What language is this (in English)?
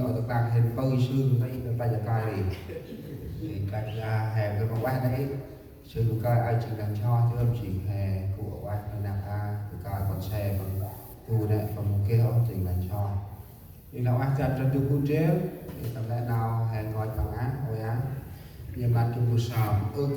Central Mnong